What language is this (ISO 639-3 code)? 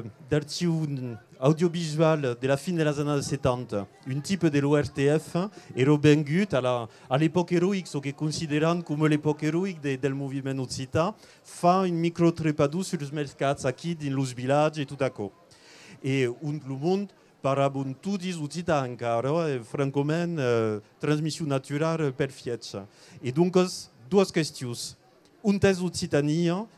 oci